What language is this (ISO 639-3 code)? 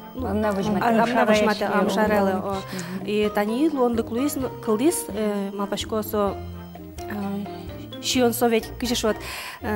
udm